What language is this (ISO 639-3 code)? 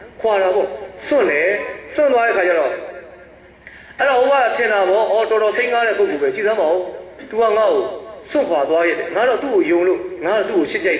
mya